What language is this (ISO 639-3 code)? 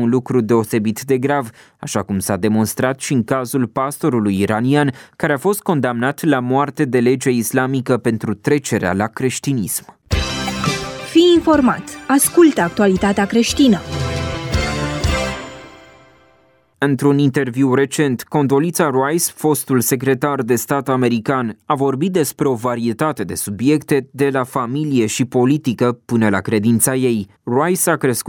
ron